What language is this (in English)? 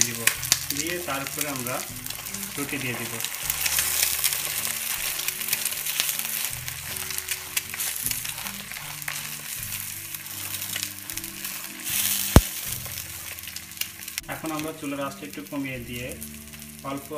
Bangla